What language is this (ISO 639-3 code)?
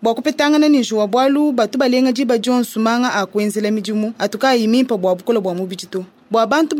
lua